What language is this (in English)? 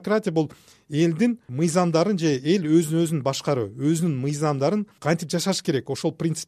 Kyrgyz